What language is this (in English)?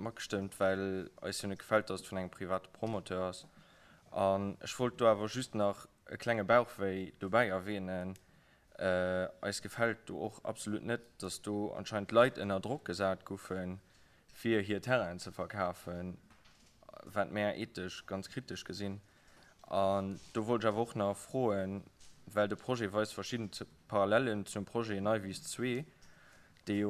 Luxembourgish